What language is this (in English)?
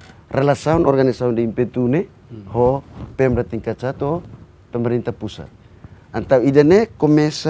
Tetum